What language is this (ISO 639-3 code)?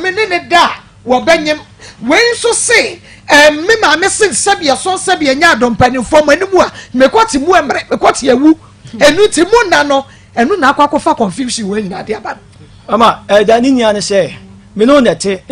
aka